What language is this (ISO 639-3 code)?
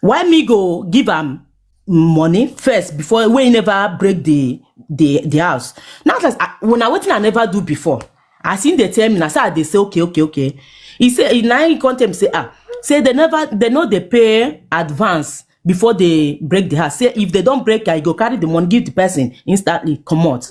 pcm